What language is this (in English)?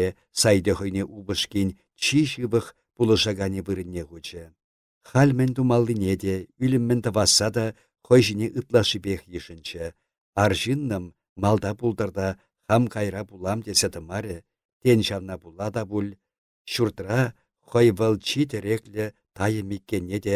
Chuvash